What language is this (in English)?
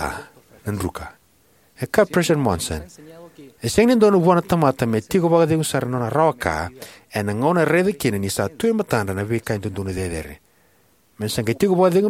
Fijian